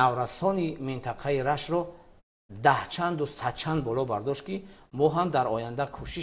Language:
Tajik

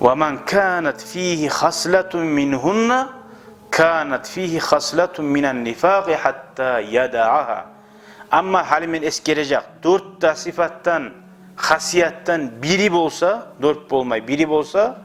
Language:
Kumyk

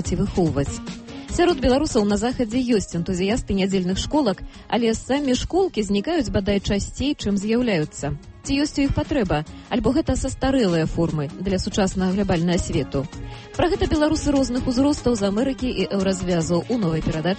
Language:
Belarusian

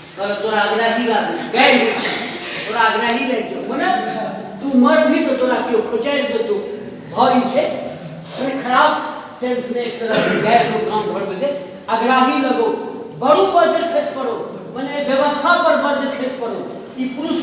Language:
Maithili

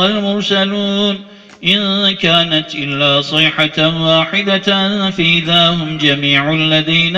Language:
Arabic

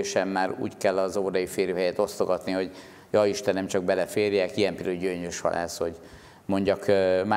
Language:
Hungarian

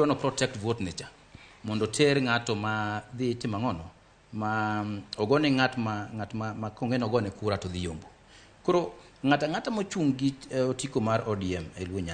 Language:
Luo (Kenya and Tanzania)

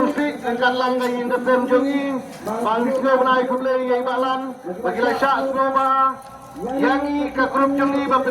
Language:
Khasi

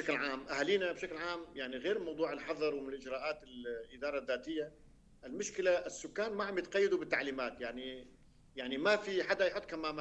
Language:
North Levantine Arabic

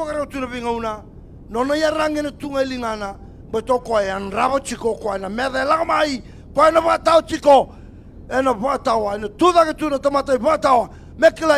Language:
Fijian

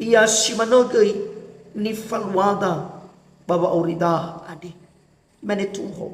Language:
Nias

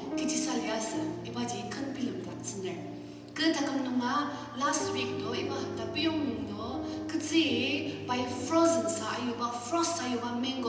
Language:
Ao Naga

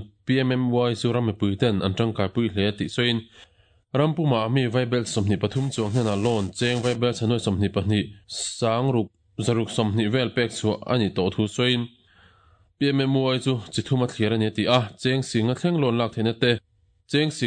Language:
Mizo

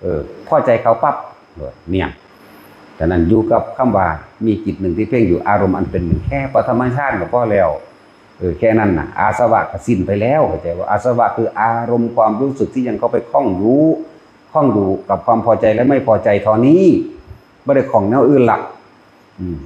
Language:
Northeastern Thai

